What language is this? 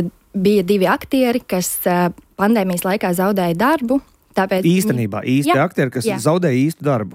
Latvian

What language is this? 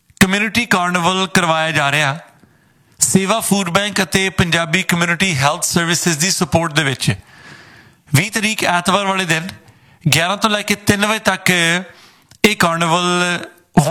Punjabi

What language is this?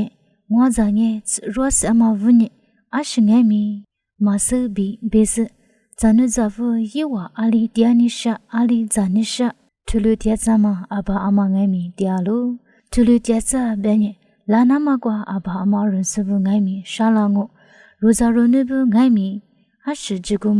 Lisu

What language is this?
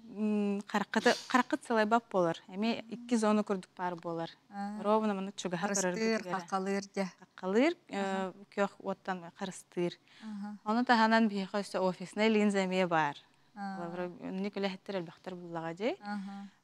Yakut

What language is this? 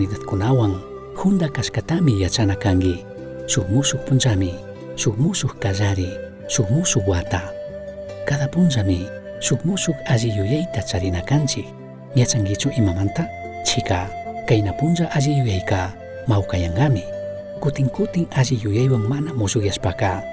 Chimborazo Highland Quichua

